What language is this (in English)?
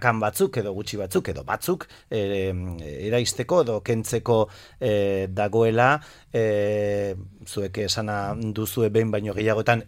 Basque